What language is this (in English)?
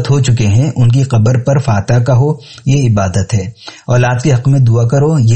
Urdu